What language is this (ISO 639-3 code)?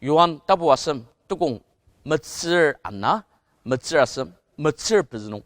njo